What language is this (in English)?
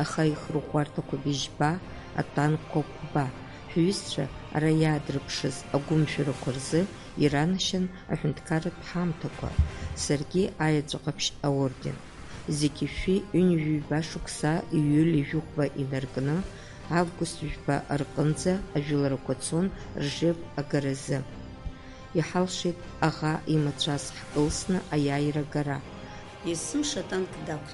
Abkhazian